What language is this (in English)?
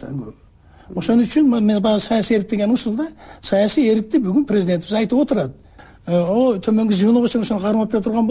Kyrgyz